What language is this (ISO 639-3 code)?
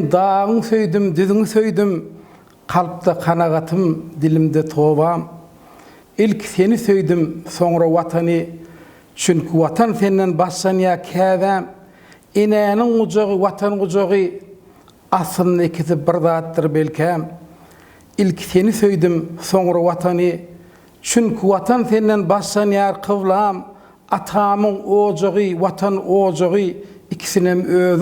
tuk